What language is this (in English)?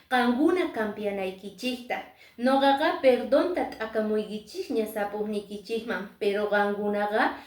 Quechua